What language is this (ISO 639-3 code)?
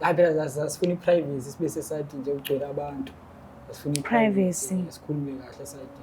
zul